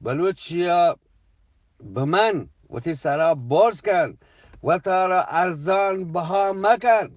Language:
Eastern Balochi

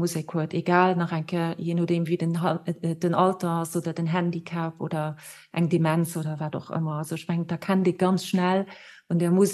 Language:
Luxembourgish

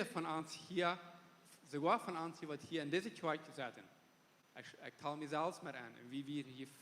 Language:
Plautdietsch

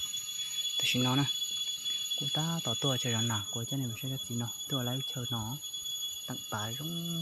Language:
Hmong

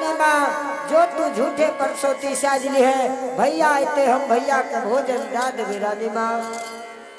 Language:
Angika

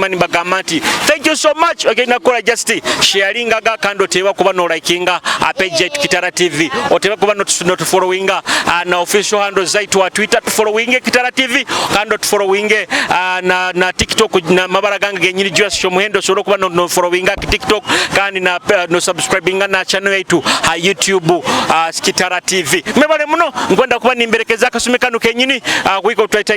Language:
Nyoro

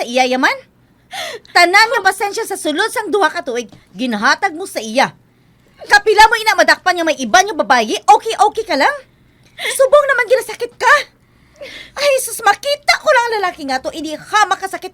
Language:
Hiligaynon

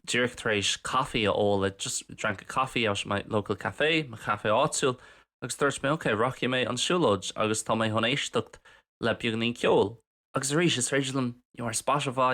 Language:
Irish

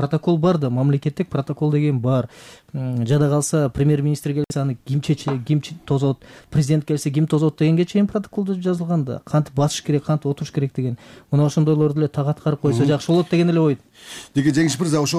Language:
Kyrgyz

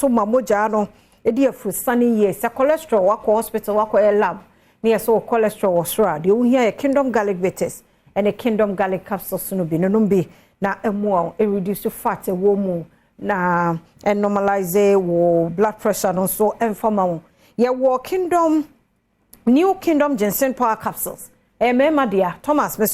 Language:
Akan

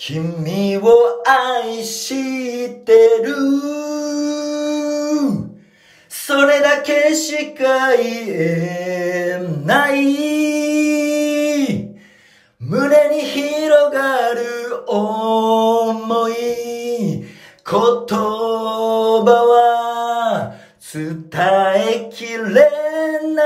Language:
Japanese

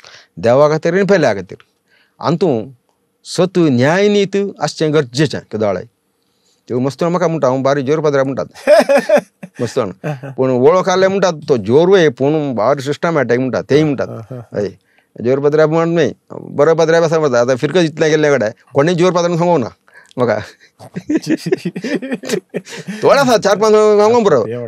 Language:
Konkani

